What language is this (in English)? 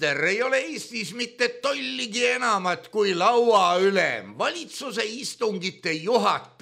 Estonian